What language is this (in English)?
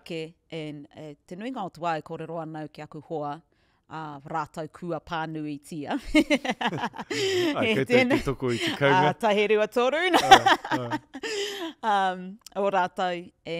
Māori